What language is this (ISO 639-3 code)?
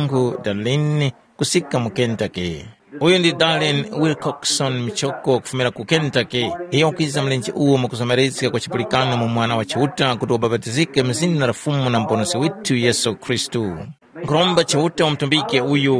tum